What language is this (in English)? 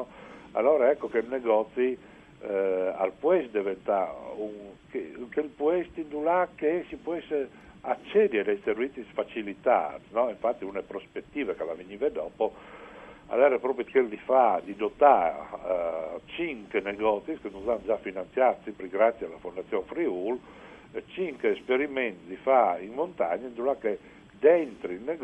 Friulian